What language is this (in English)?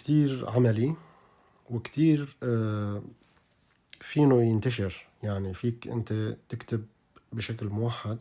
North Levantine Arabic